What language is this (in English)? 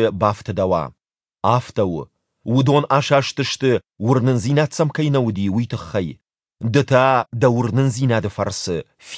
Ossetic